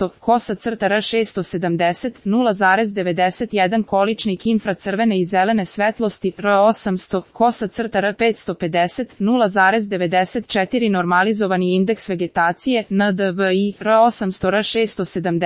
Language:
Serbian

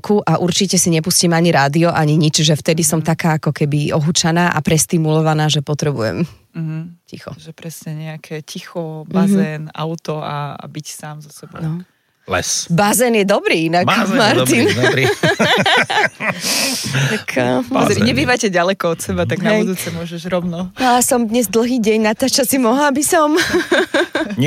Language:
Slovak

